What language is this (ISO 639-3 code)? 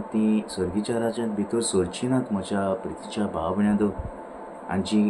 kok